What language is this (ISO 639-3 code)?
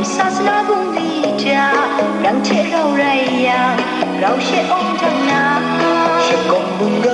kac